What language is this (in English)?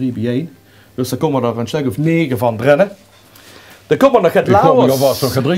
Limburgish